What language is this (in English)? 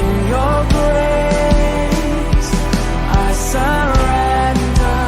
Batak Simalungun